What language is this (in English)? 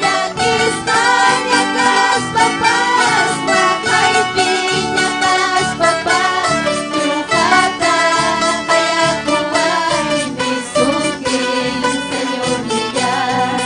Ayacucho Quechua